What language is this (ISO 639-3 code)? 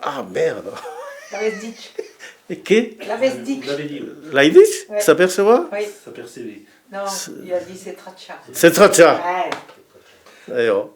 oci